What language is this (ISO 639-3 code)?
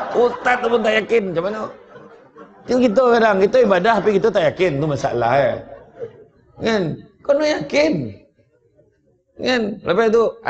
msa